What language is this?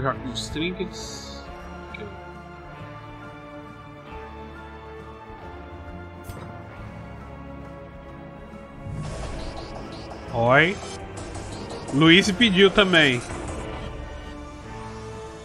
Portuguese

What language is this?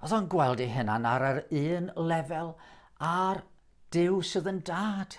Welsh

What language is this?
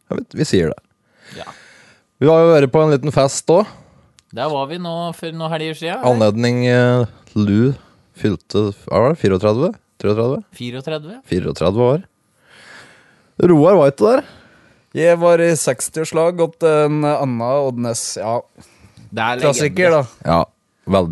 Norwegian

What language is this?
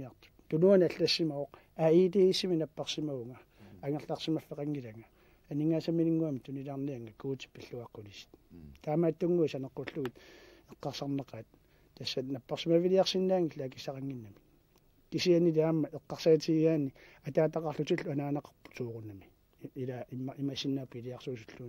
Kalaallisut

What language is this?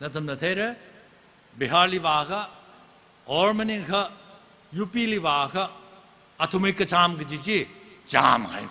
Tangkhul Naga (India)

